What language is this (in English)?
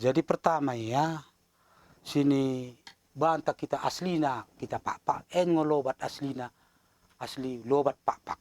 Batak Dairi